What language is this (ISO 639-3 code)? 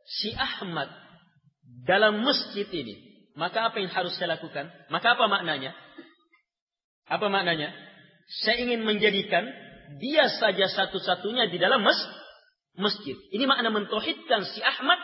ind